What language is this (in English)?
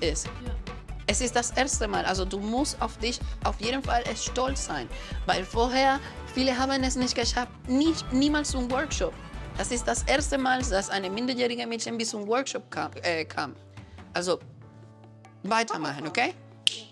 German